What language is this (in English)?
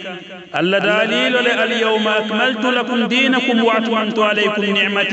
Pular